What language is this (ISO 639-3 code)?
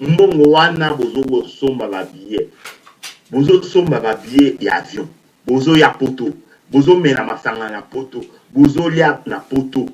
lin